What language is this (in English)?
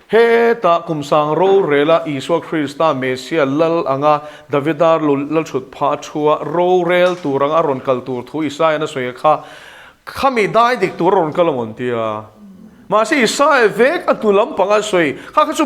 Mizo